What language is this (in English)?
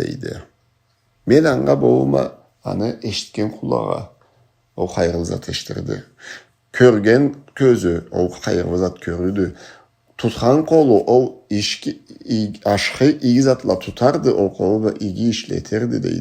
Karachay-Balkar